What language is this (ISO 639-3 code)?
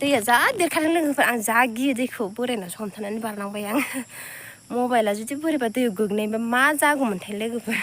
brx